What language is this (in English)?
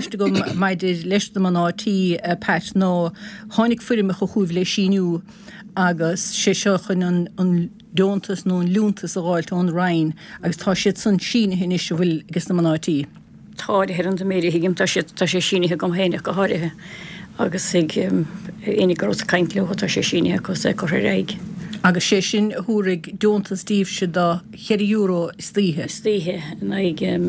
Irish